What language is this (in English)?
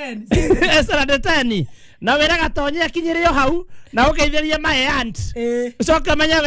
Kikuyu